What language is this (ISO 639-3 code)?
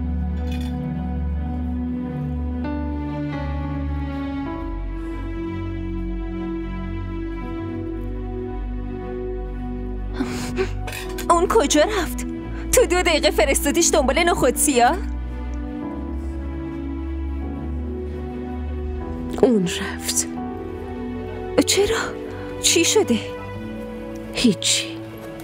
fas